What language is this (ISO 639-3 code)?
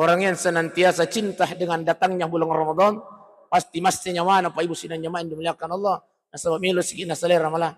bug